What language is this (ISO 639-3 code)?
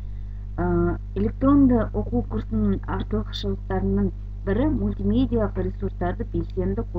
kaz